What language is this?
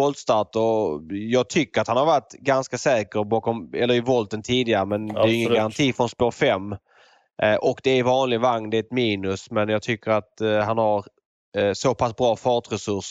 Swedish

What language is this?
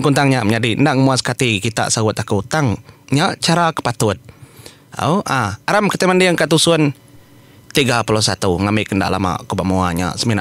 Iban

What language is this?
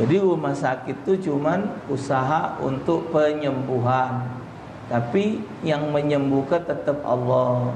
Musi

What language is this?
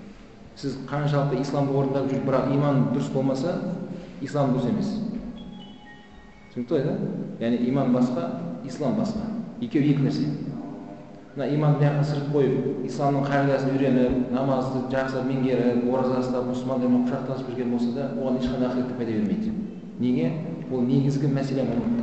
Kazakh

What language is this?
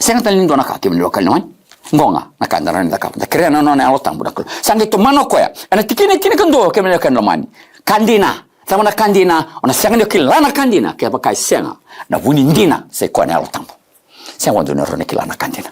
Fijian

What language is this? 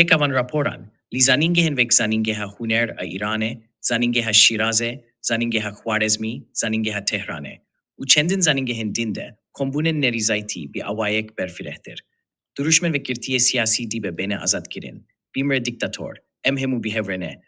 Kurdish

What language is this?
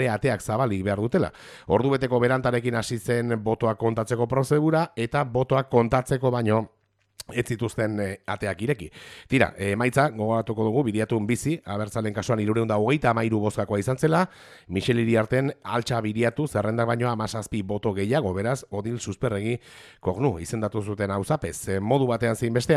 Basque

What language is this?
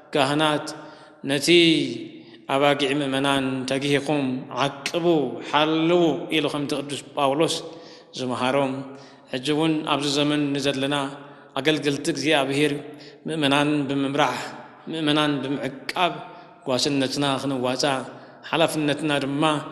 Tigrinya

